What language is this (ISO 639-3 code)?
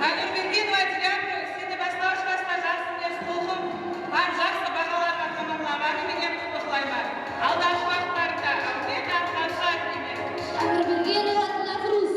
kaa